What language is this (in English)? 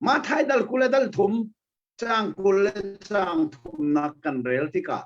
Hakha Chin